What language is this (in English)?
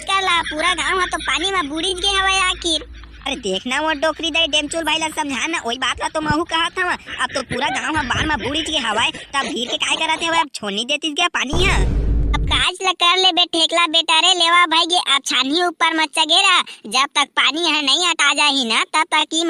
Chhattisgarhi